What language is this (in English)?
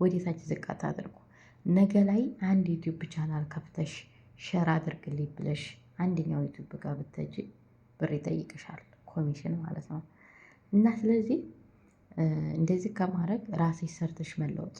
Amharic